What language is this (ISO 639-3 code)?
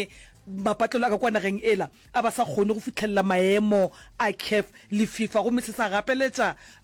nso